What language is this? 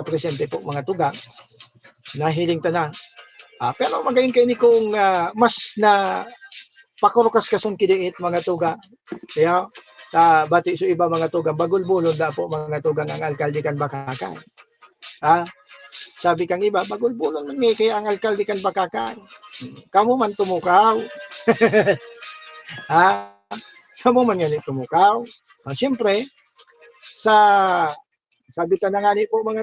Bikol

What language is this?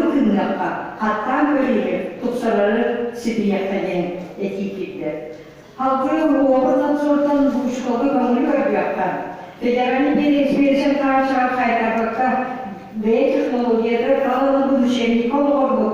Yakut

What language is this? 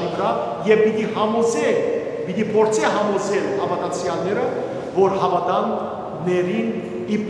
Western Armenian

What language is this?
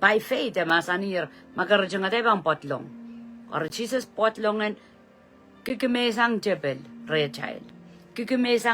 Pohnpeian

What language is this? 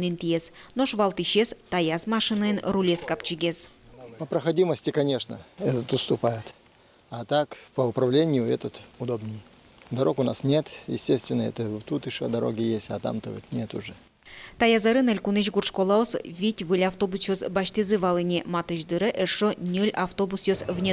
Udmurt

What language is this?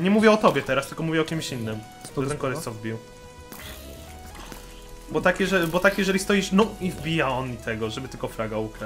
Polish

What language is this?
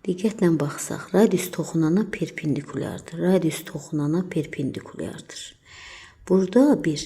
Azerbaijani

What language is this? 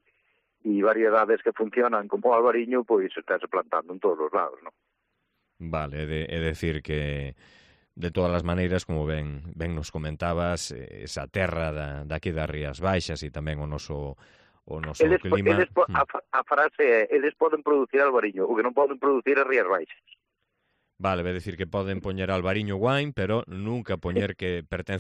Galician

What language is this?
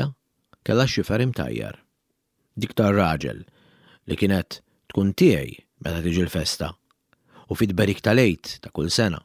Maltese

